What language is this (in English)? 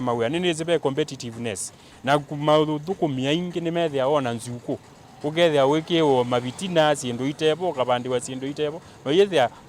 Kamba